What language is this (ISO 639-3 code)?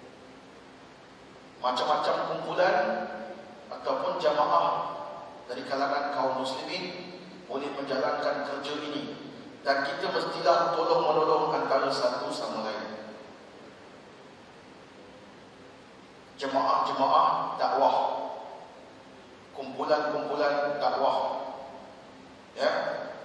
msa